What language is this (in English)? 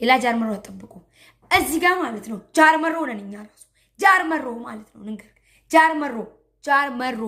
Amharic